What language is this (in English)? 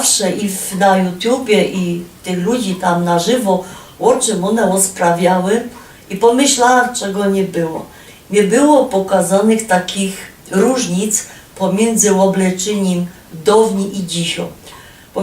Silesian